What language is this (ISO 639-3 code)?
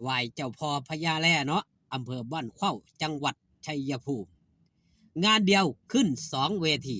tts